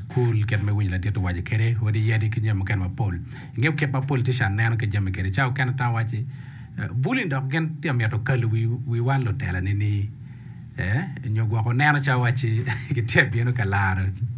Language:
Acoli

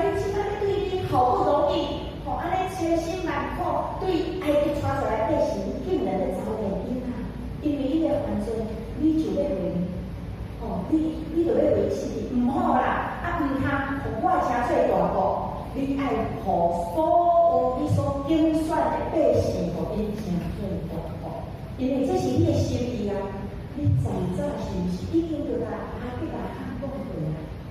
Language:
Min Nan Chinese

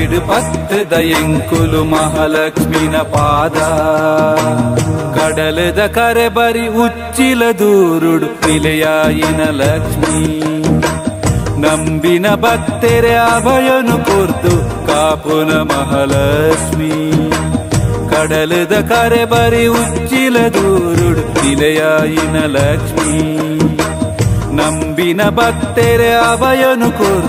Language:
Tulu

